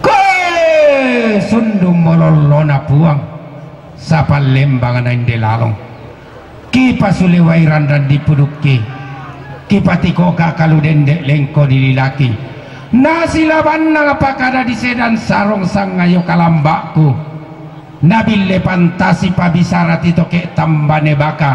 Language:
Toraja-Sa'dan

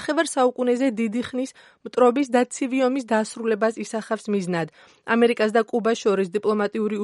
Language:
Georgian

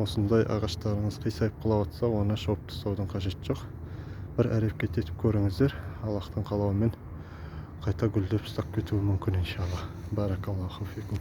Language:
Kazakh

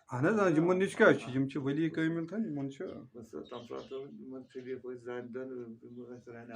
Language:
Kashmiri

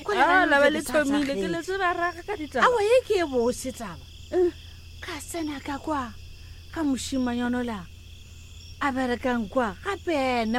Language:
Northern Sotho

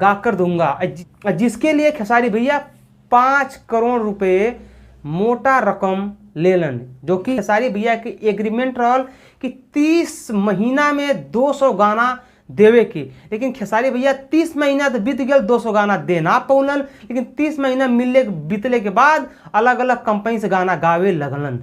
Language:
Bhojpuri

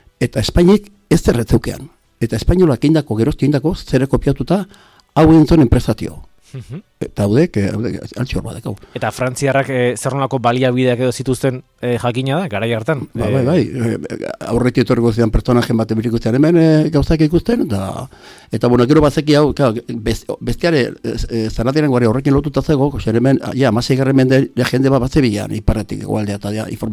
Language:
Basque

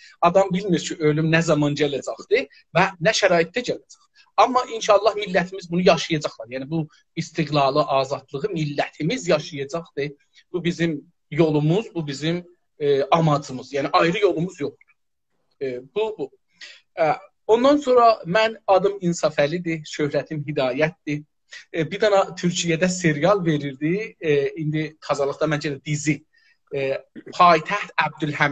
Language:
South Azerbaijani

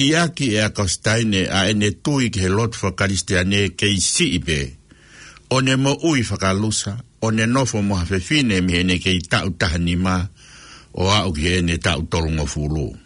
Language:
Tongan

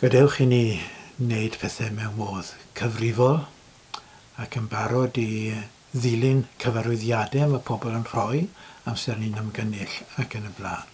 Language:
Welsh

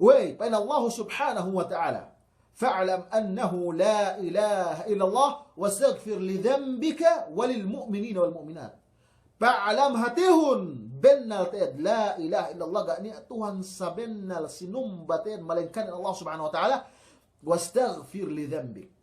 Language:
Yakan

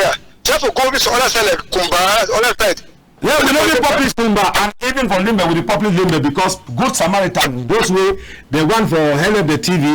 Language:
Cameroon Pidgin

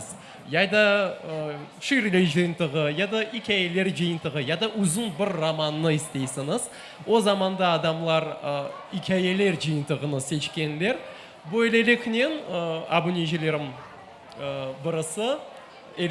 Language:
Crimean Tatar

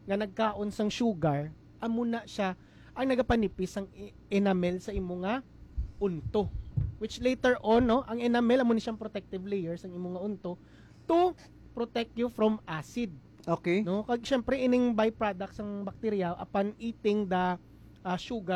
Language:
Hiligaynon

